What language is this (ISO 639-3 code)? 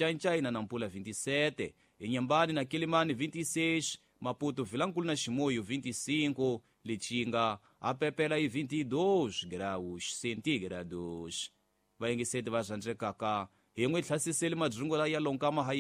tso